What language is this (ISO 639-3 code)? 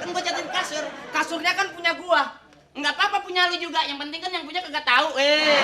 bew